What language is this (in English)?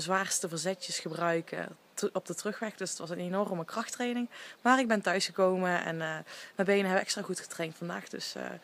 Dutch